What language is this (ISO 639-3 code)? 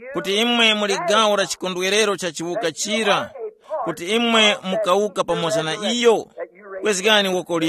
tum